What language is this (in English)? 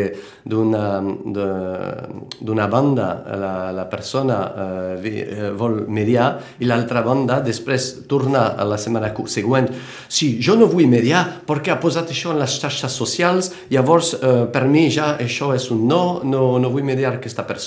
Catalan